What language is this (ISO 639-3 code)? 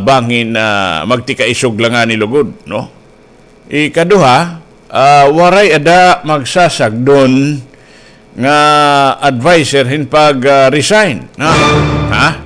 war